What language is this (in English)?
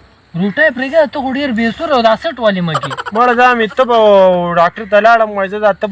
Pashto